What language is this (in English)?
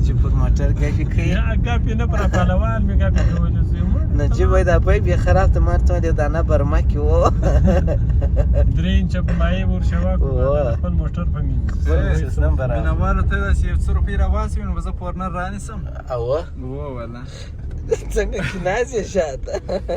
Pashto